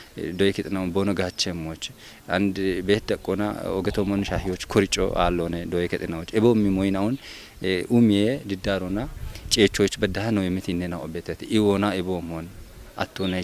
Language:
Kafa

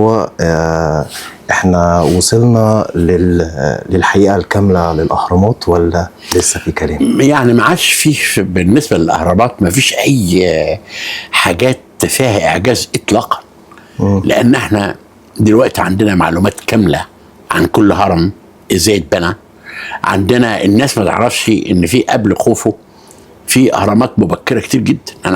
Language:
Egyptian Arabic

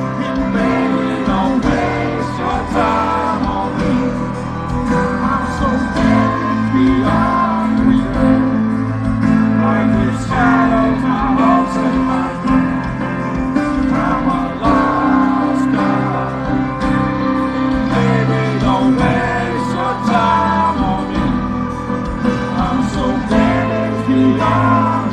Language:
English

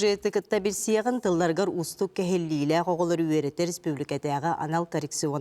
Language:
Yakut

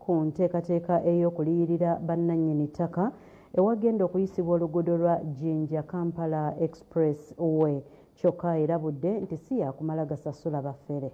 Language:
Ganda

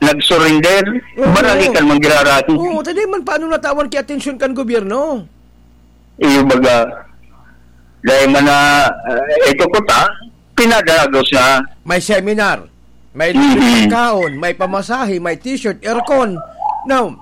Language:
Bikol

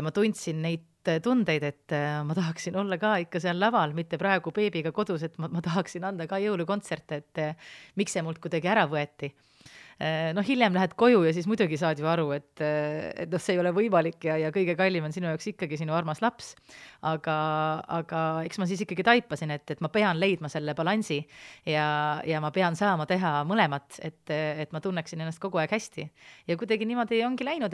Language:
Estonian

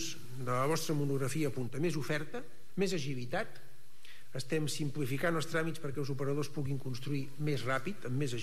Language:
Catalan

